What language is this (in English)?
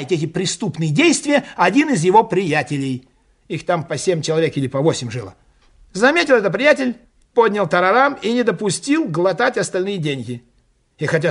Russian